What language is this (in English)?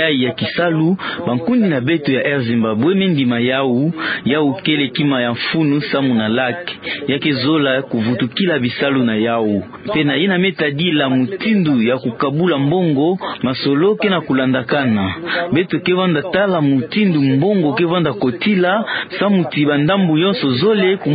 Kituba (Democratic Republic of Congo)